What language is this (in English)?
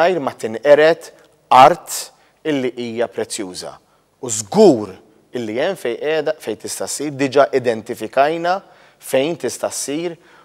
Maltese